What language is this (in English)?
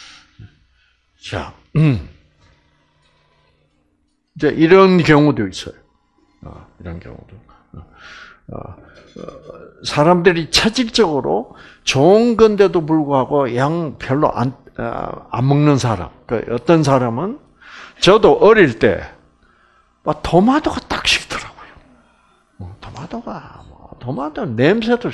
Korean